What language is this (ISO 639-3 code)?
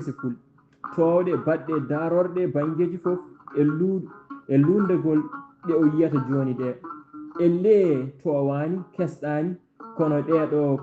ful